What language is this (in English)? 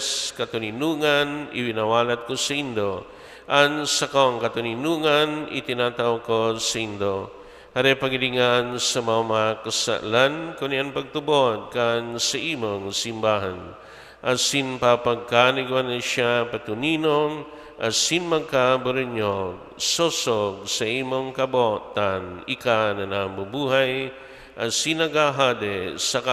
Bikol